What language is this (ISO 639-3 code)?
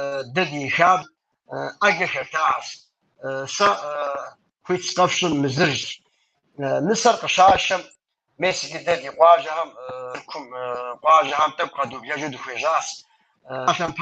kbd